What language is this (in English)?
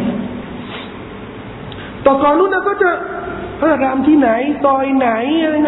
Thai